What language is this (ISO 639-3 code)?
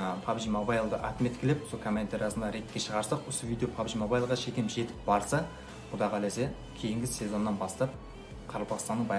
kaa